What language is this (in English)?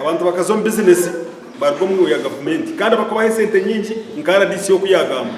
Nyankole